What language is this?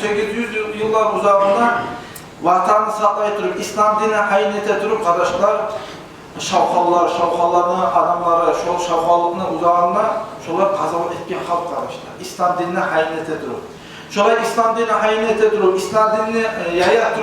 Kumyk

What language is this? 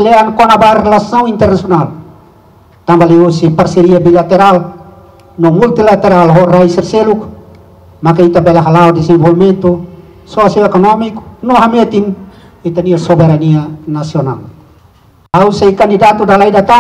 Tetum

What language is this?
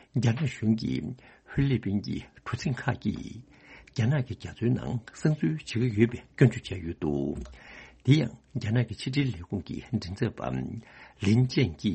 Tibetan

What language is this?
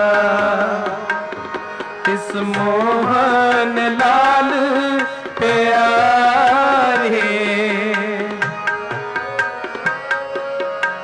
Punjabi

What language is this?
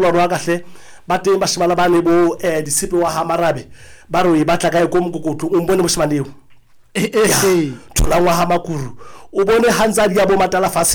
Southern Sotho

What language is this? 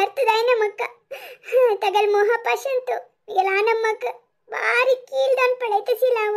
Konkani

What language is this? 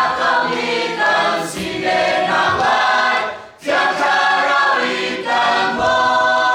Hakha Chin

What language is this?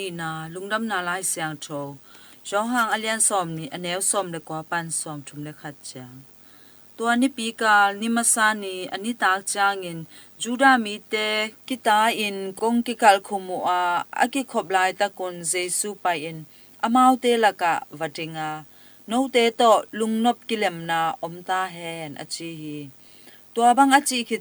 Tedim Chin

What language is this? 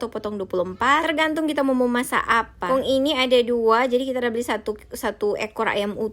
Manado Malay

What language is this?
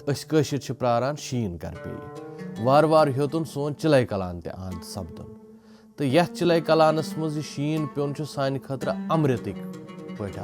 Kashmiri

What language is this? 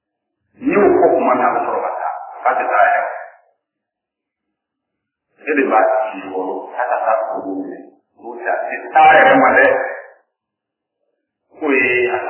Bambara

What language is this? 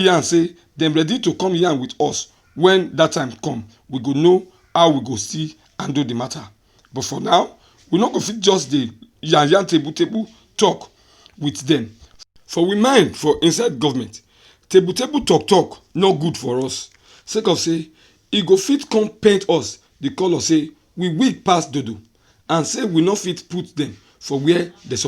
Nigerian Pidgin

